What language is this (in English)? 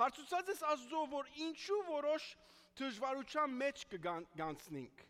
Armenian